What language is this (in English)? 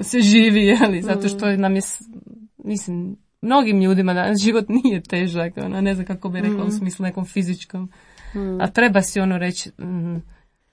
Croatian